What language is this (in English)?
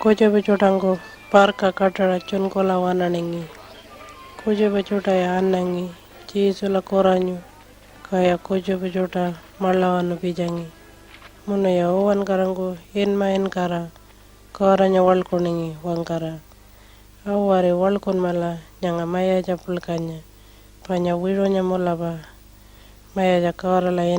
Pitjantjatjara